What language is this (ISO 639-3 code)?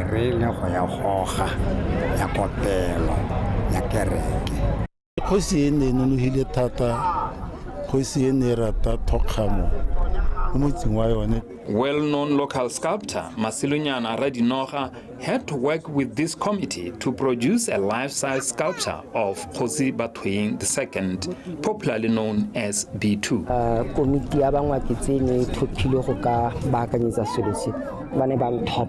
tsn